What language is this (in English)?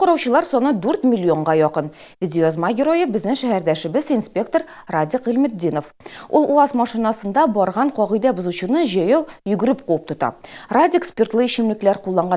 Tatar